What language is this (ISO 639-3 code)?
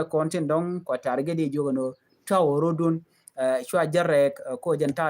nus